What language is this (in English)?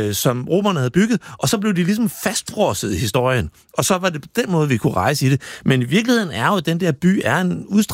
Danish